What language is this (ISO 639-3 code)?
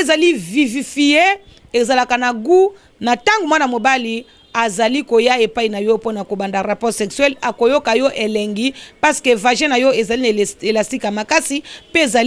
lin